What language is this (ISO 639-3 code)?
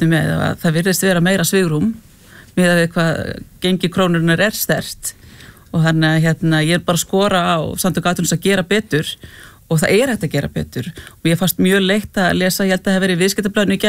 isl